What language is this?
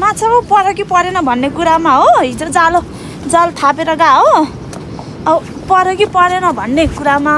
Nepali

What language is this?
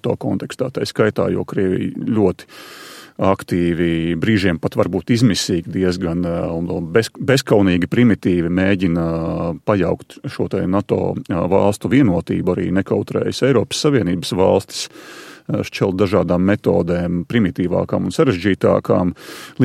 Latvian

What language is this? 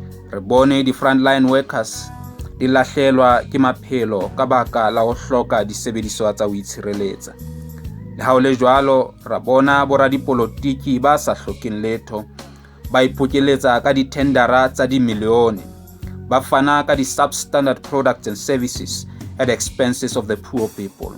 Southern Sotho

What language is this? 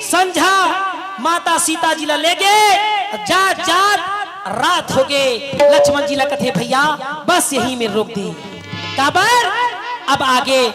Chhattisgarhi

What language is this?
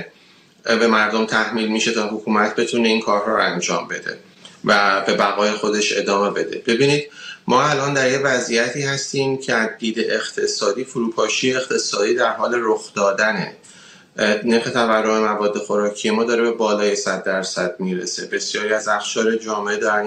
Persian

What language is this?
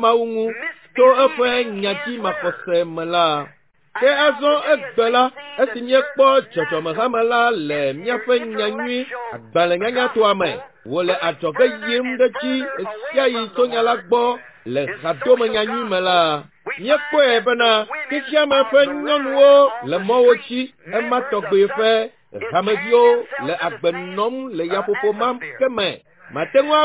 Ewe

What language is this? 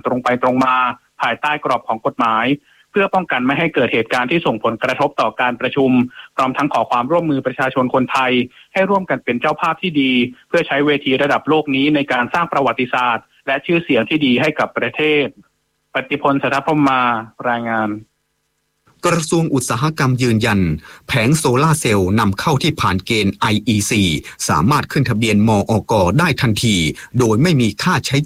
Thai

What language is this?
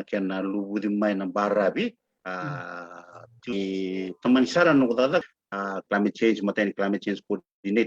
Fijian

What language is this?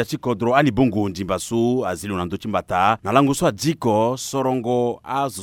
Sango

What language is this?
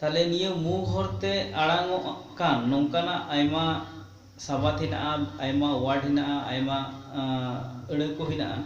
Santali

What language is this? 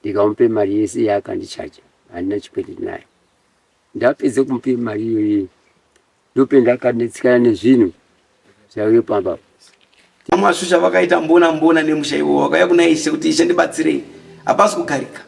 Shona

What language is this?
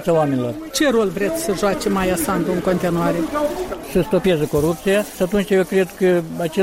Romanian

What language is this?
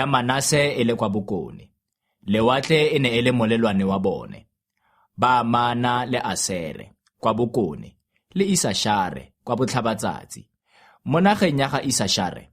Tswana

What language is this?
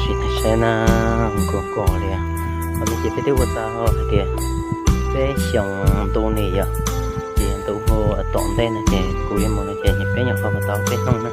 Hmong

